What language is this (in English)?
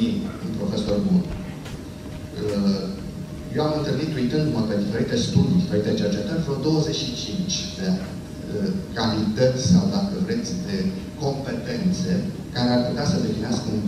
Romanian